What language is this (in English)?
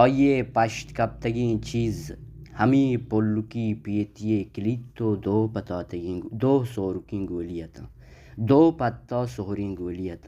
Baluchi